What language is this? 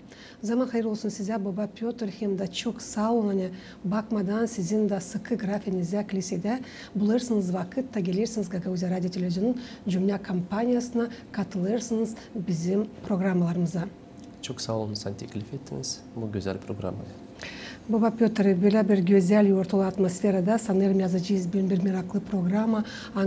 Gagauz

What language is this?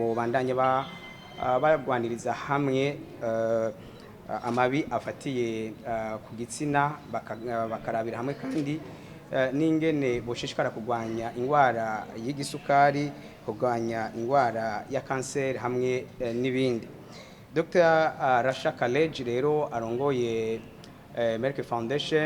Rundi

